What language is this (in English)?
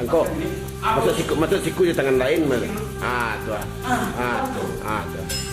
Minangkabau